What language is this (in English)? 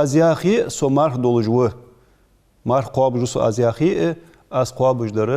Ingush